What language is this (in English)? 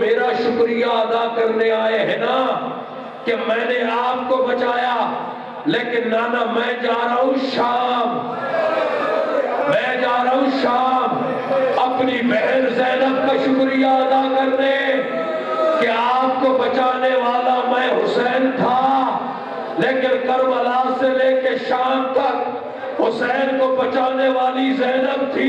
Urdu